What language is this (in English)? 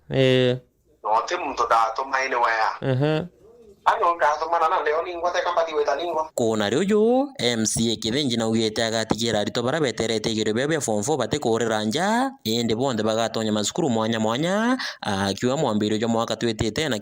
Meru